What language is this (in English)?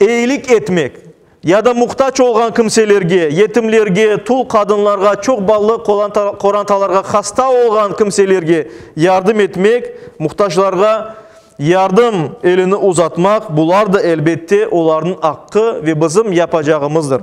Crimean Tatar